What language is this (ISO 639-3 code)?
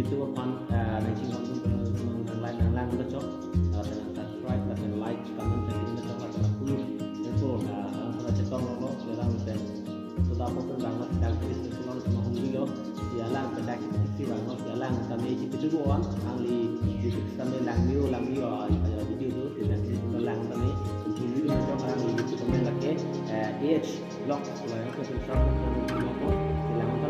mjw